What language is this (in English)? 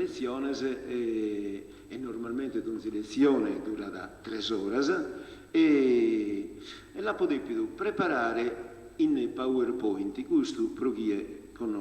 Sardinian